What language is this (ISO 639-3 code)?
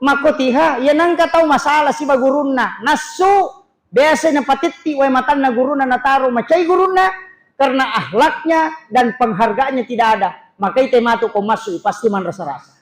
bug